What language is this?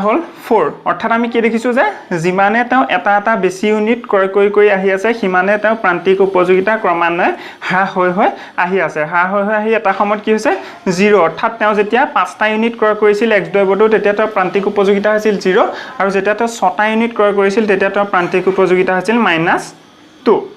Assamese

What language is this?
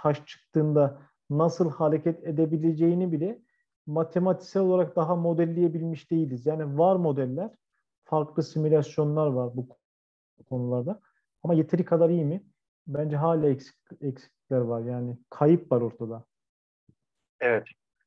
Turkish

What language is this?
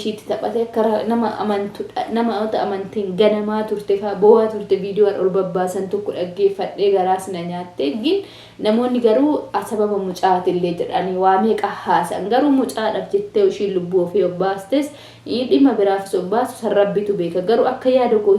Oromo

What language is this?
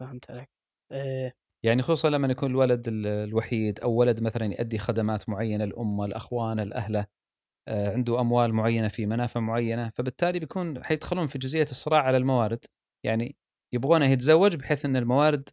Gulf Arabic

